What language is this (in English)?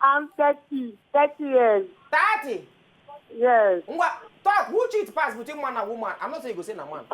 Nigerian Pidgin